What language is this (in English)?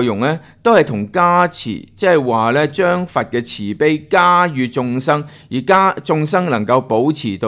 Cantonese